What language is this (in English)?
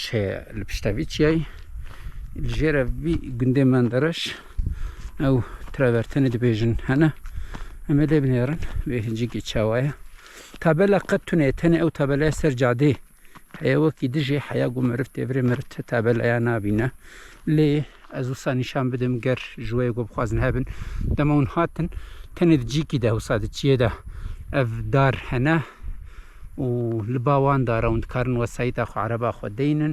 Kurdish